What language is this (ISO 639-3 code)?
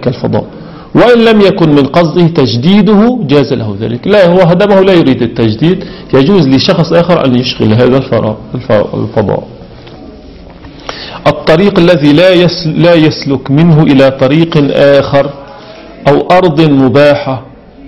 ara